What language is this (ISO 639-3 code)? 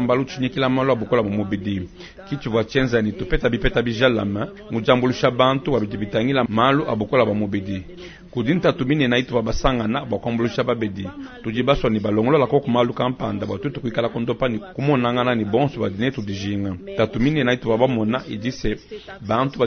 lua